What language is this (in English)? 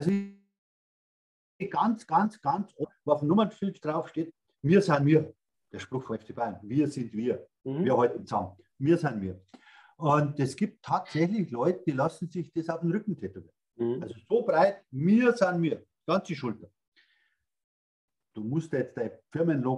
German